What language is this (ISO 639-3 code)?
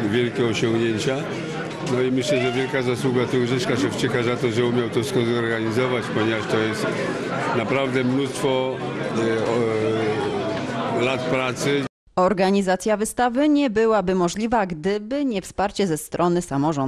pol